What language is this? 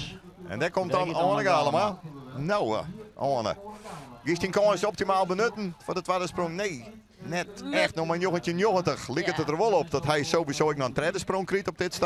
Western Frisian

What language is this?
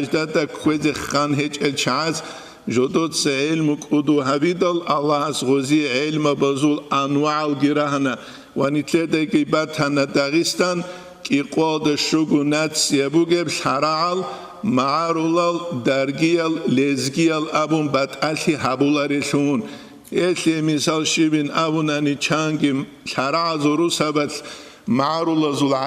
Avaric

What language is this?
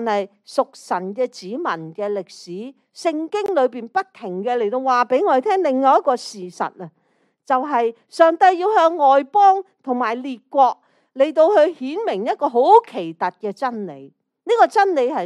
Cantonese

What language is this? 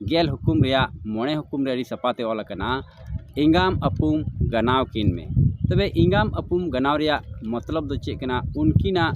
Santali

